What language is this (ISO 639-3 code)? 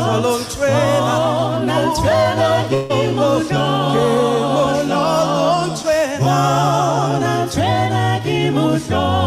sot